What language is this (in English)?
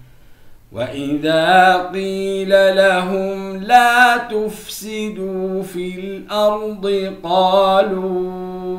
Arabic